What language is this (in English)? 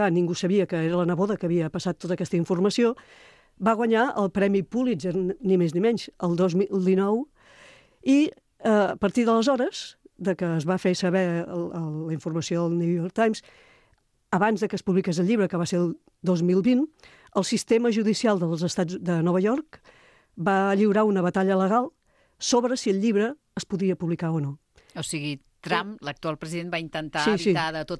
Catalan